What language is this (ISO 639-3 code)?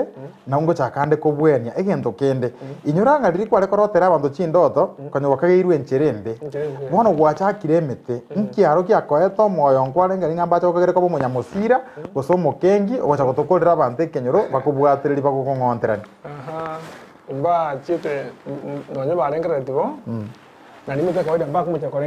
guz